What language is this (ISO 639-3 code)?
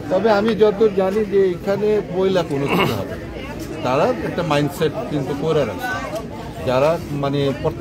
ben